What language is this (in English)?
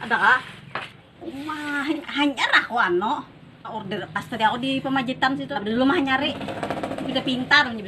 Banjar